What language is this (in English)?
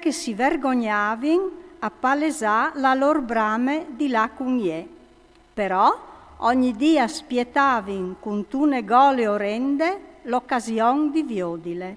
Friulian